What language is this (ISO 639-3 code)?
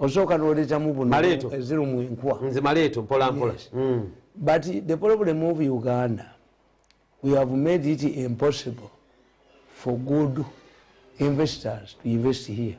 lug